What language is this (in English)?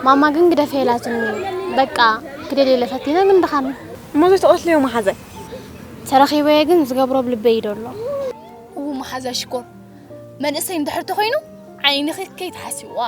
Tigrinya